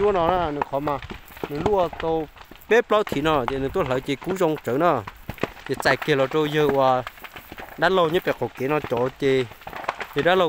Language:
Hmong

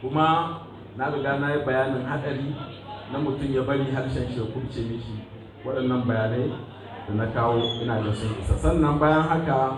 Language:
Hausa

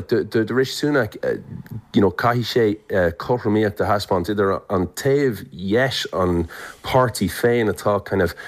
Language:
Irish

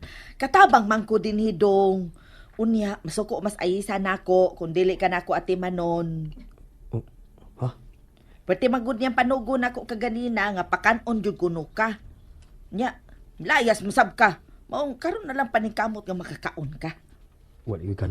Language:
Cebuano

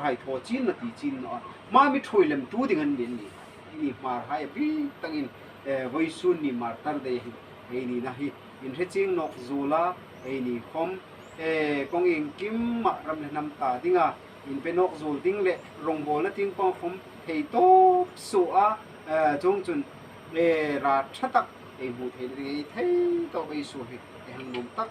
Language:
Hmar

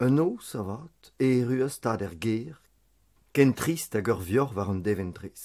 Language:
Breton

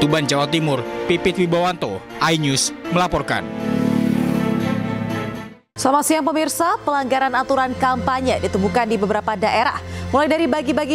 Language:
Indonesian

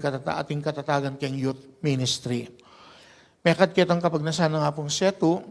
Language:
Pampanga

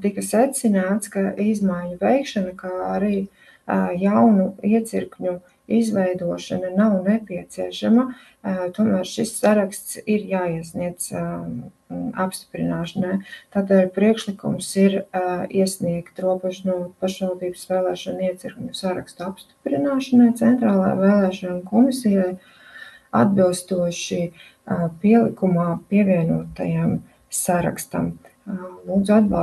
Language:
Latvian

